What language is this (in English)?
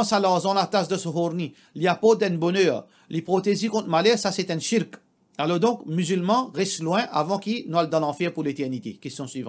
Morisyen